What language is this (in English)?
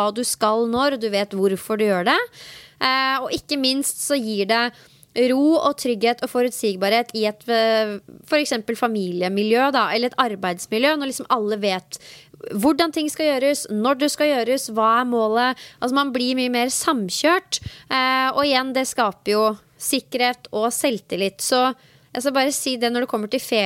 Norwegian